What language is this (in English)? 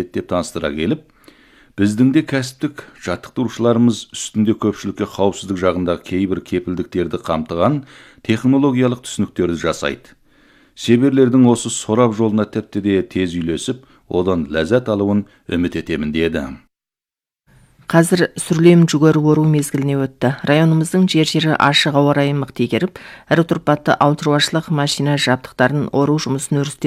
Kazakh